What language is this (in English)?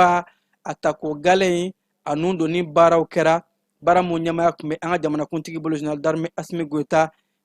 Bambara